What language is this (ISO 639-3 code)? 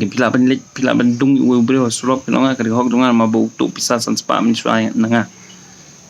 kha